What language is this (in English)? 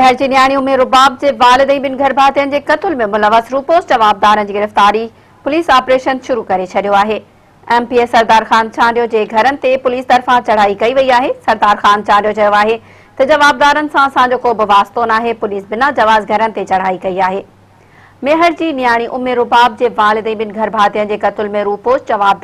Sindhi